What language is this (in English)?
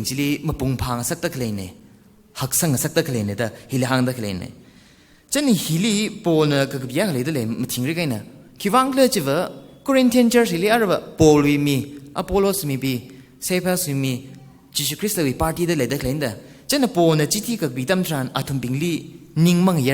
Tangkhul Naga (India)